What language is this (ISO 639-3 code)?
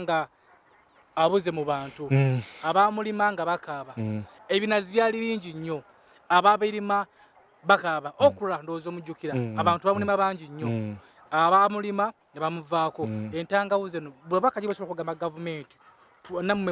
lug